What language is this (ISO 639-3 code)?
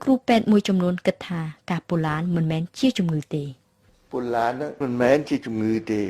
khm